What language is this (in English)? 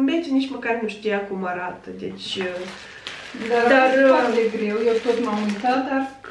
Romanian